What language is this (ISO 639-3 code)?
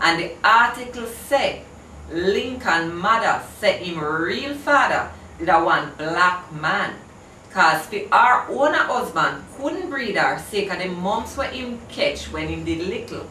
jam